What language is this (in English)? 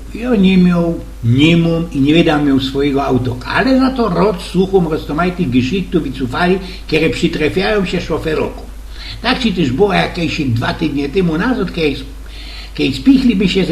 Silesian